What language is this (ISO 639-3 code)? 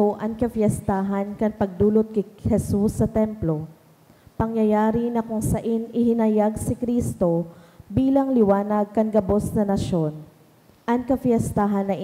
bik